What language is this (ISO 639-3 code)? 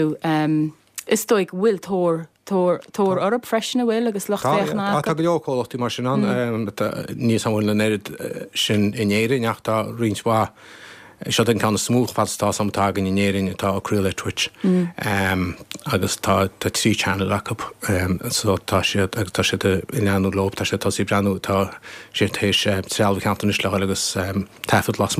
gle